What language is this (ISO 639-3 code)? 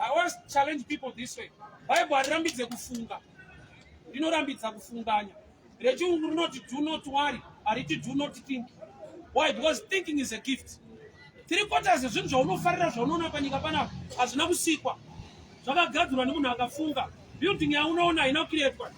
sna